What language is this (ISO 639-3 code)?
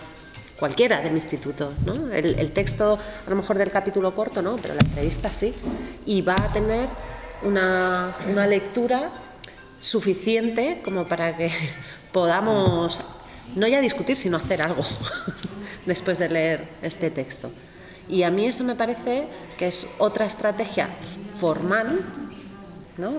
spa